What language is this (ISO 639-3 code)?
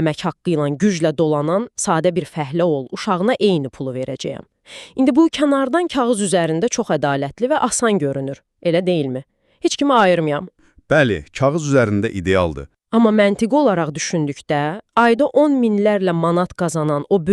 aze